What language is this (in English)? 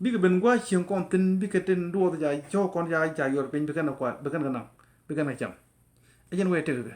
Nuer